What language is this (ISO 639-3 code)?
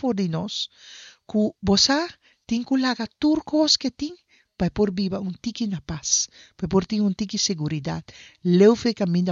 pap